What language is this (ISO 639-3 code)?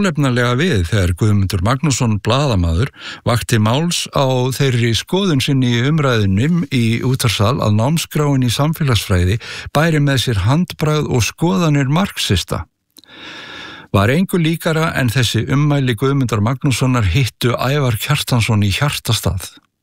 isl